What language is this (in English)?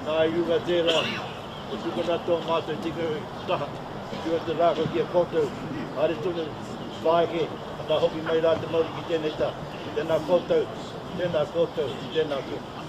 Māori